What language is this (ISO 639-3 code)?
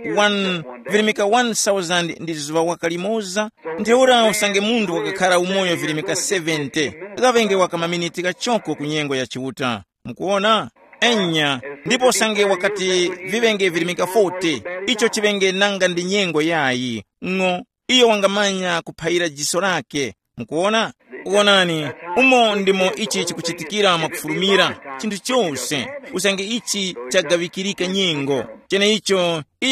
tum